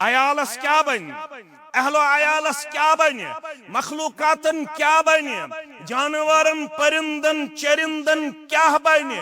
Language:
Kashmiri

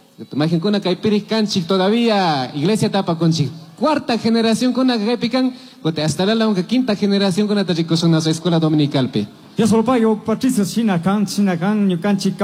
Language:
Chimborazo Highland Quichua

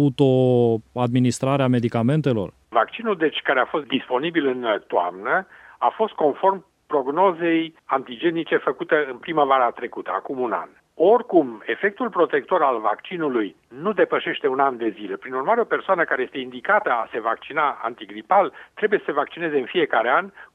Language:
Romanian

